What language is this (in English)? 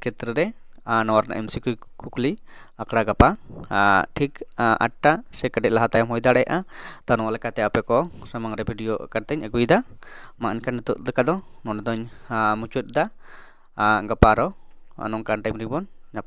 Santali